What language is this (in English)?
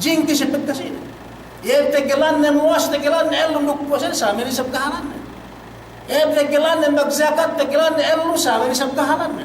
Yakan